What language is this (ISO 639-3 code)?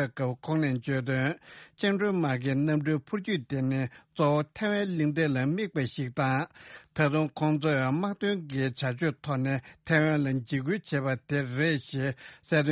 bod